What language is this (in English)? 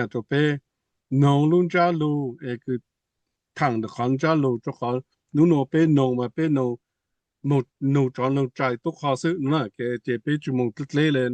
Hmong